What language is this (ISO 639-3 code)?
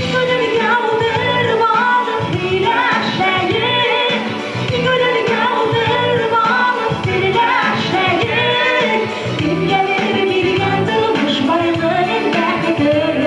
bak